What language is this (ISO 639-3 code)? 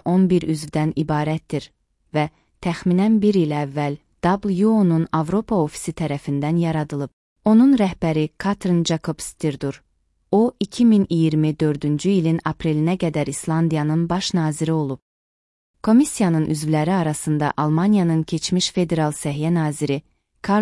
aze